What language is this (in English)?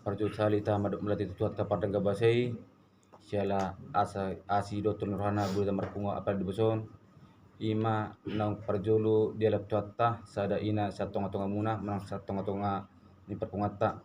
Batak Toba